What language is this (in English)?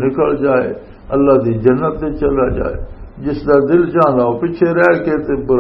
Western Panjabi